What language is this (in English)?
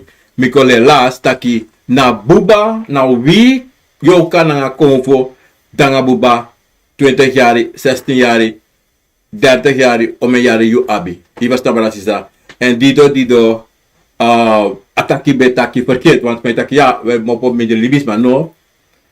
Sranan Tongo